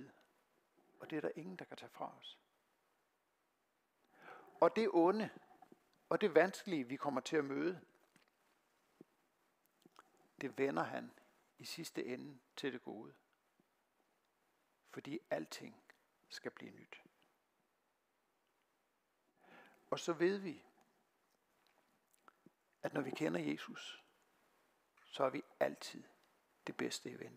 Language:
Danish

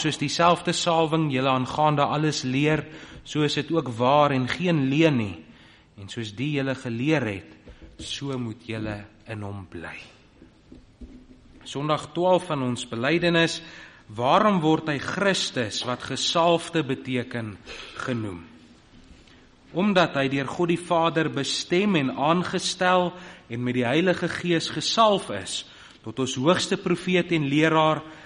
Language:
Afrikaans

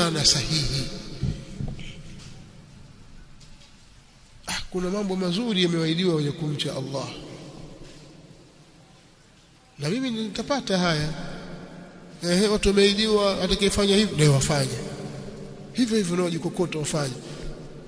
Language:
Swahili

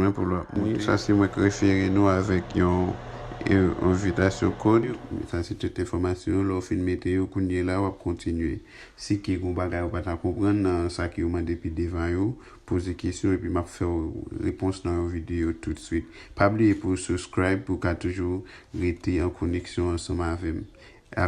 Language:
Haitian Creole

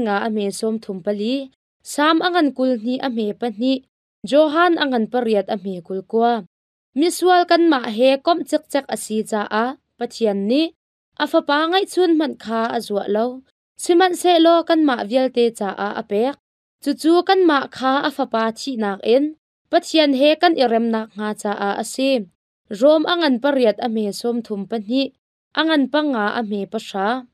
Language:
Hakha Chin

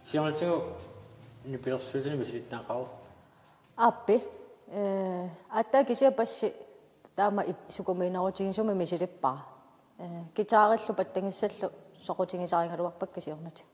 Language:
Kalaallisut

